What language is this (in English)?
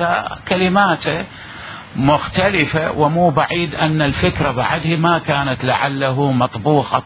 Mesopotamian Arabic